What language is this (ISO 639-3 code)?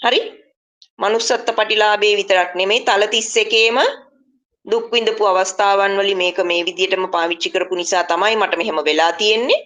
sin